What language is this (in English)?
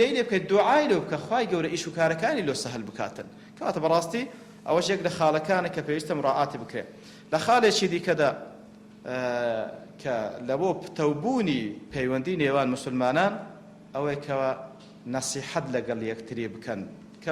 Central Kurdish